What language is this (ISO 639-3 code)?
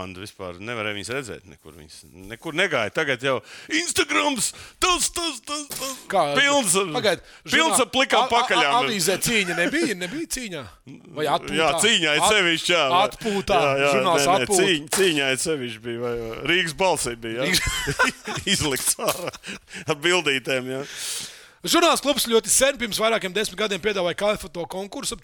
lav